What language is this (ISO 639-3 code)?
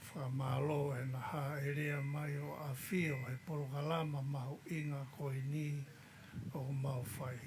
ton